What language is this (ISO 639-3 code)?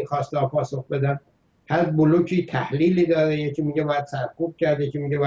fas